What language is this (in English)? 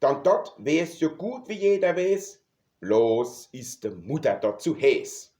Palatine German